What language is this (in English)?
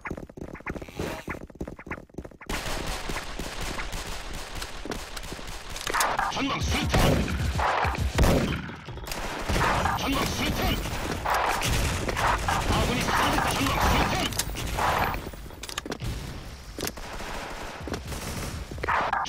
Korean